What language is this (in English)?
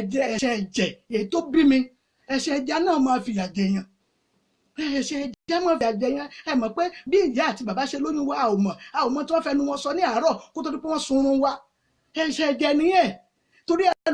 Yoruba